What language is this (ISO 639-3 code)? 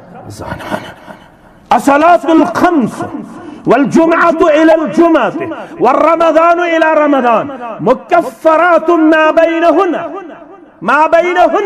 kas